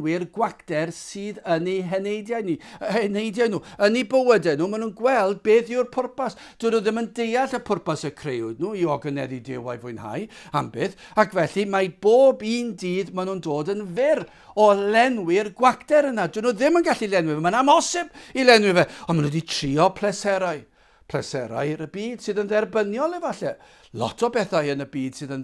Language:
Welsh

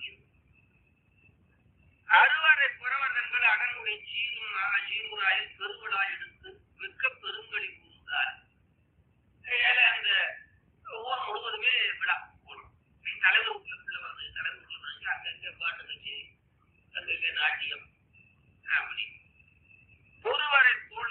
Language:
Tamil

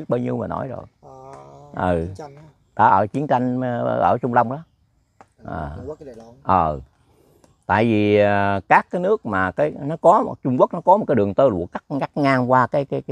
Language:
Vietnamese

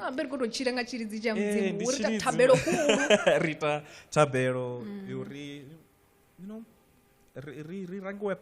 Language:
Venda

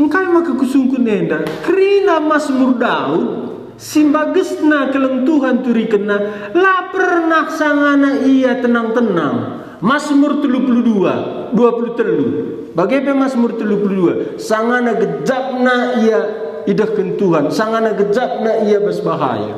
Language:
Batak Karo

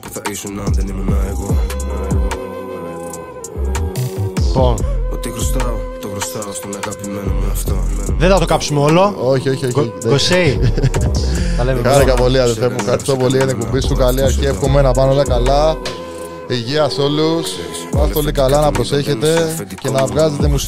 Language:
Greek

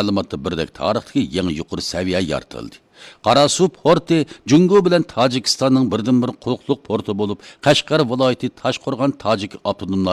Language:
Uyghur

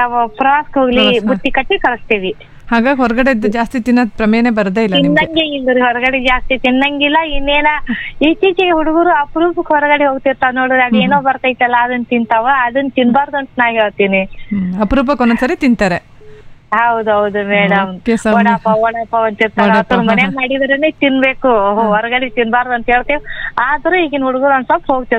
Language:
Kannada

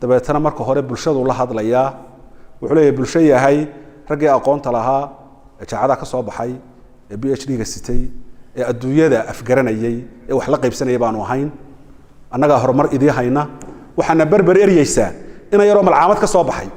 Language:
Somali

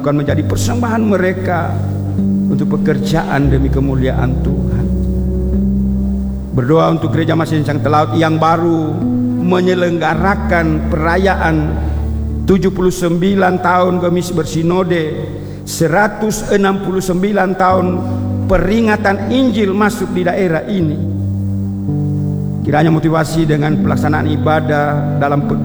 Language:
Indonesian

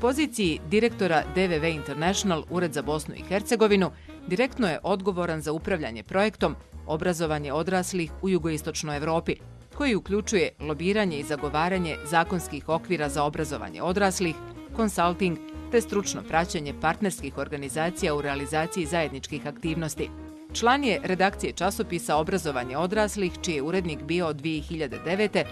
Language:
Bosnian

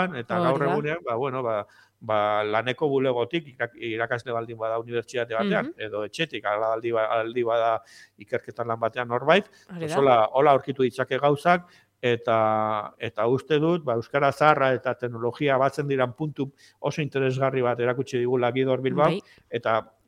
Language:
Basque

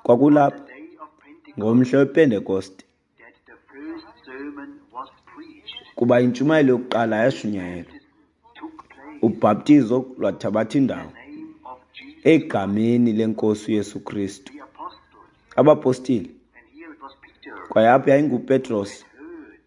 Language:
Xhosa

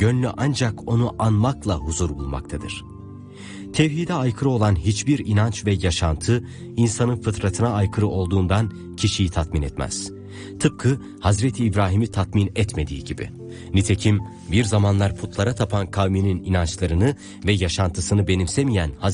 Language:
Turkish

